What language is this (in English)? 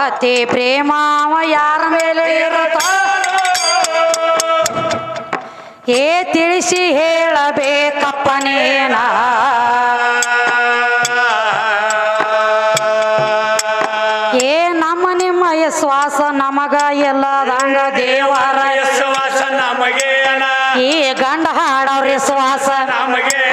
Kannada